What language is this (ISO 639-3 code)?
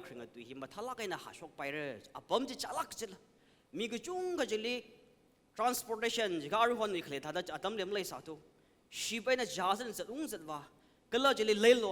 nmf